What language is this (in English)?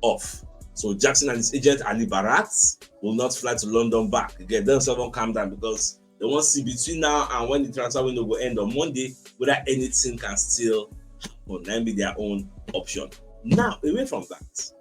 Nigerian Pidgin